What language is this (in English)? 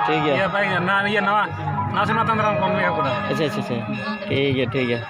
Santali